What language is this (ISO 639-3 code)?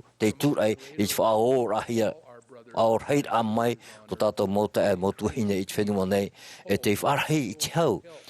tah